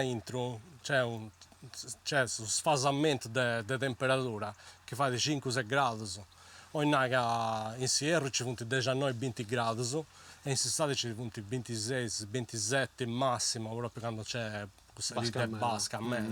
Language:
Sardinian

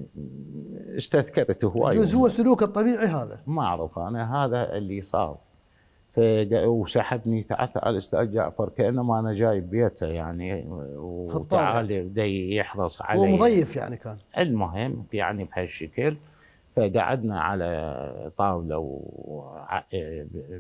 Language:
Mesopotamian Arabic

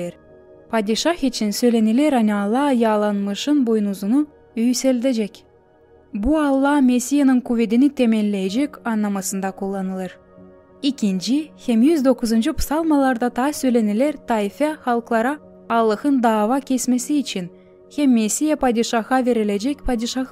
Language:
Gagauz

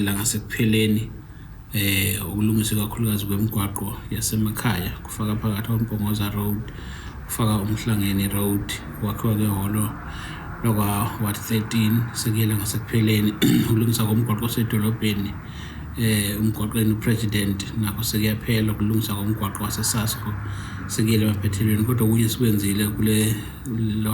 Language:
Zulu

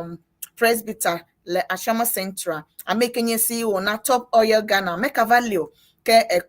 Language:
Ewe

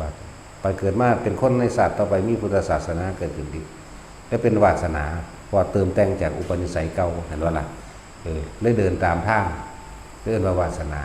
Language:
Northeastern Thai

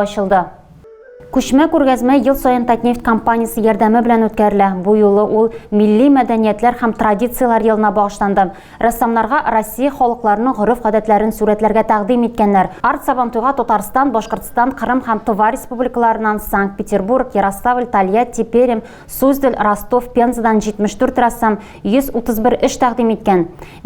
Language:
Tatar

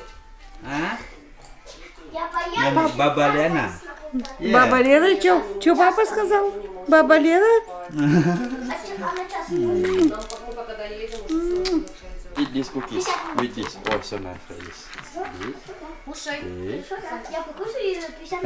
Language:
Malay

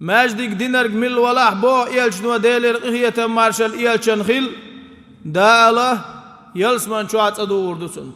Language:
Chechen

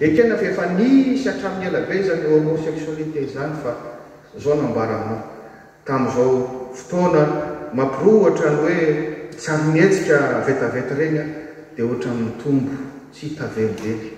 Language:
Malagasy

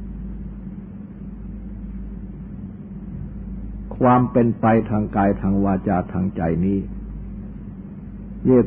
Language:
Thai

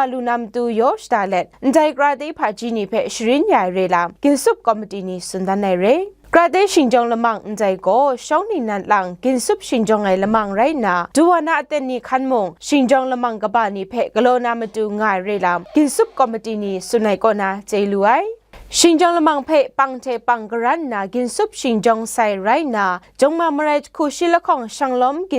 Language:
Kachin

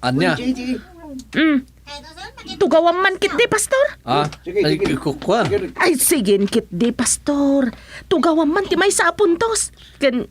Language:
Iloko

